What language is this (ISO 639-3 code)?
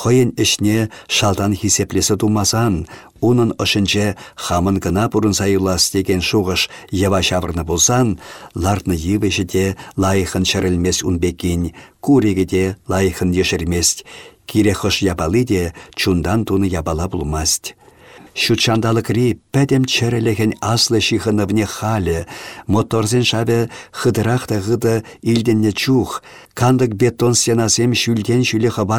chv